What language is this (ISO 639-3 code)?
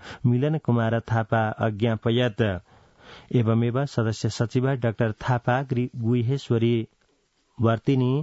san